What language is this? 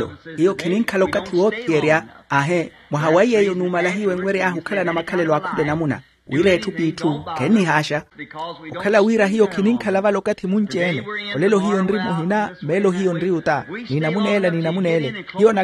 Makhuwa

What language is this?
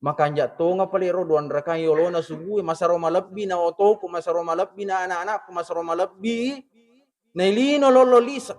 Buginese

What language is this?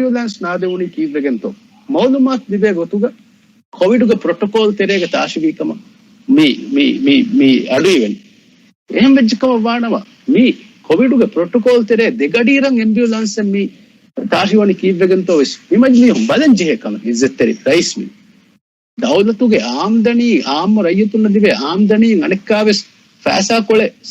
Divehi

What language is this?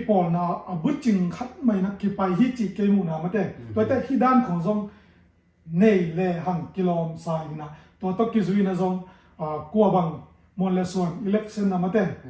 Tedim Chin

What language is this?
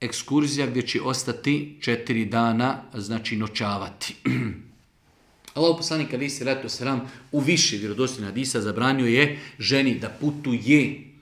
Bosnian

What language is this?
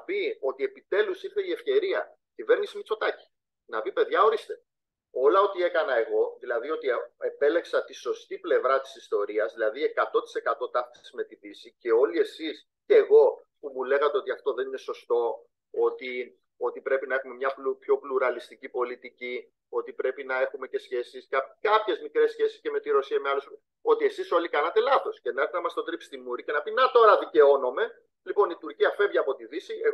Greek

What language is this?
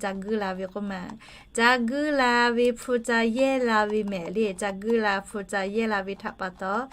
Lahu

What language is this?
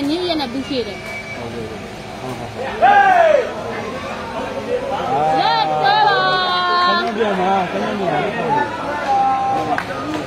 Burmese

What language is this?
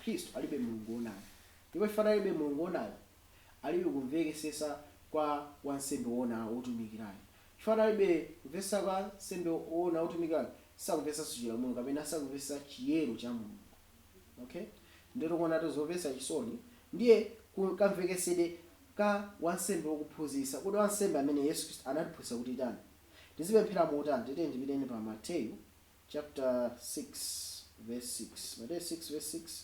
Nyanja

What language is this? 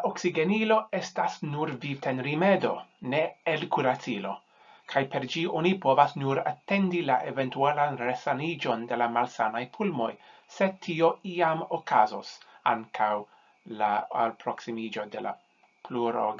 Esperanto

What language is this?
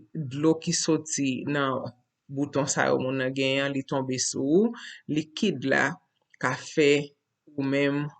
Haitian Creole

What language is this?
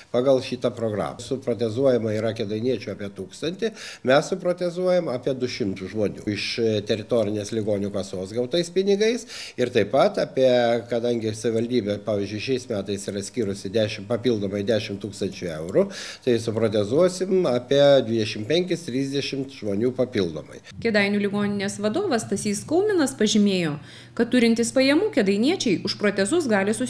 Lithuanian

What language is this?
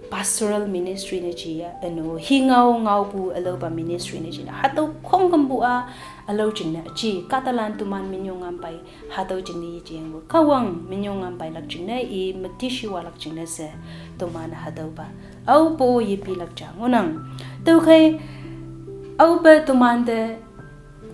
Konyak Naga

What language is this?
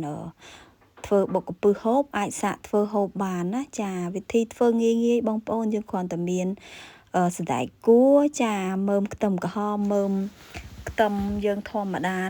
Khmer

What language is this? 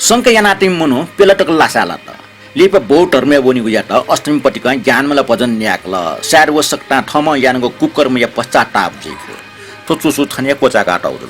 Newari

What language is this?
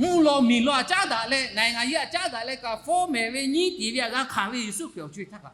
Lahu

